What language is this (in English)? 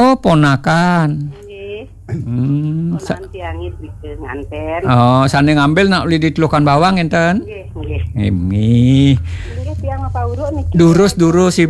Balinese